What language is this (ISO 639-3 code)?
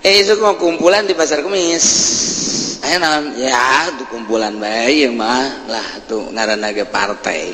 sun